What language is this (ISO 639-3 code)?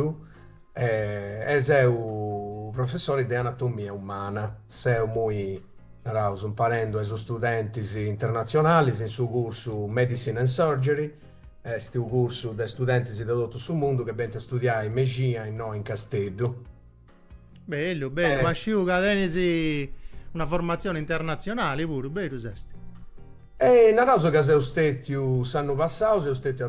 srd